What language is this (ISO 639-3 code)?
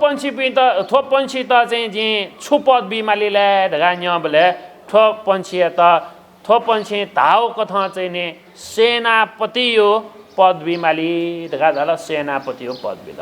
new